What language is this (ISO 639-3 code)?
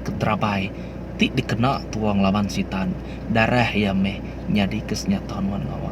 iba